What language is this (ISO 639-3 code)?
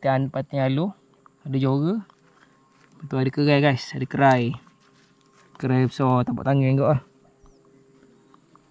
msa